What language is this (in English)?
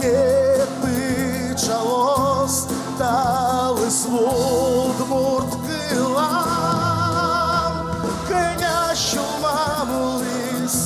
Udmurt